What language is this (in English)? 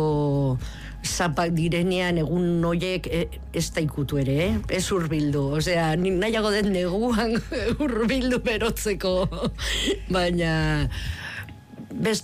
Basque